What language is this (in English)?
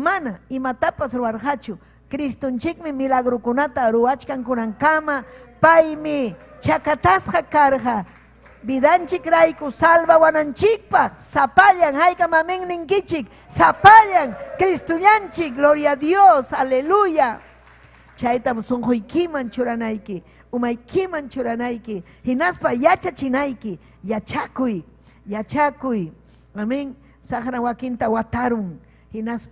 Ayacucho Quechua